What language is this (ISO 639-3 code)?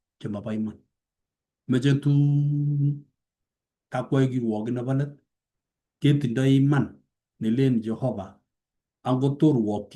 kln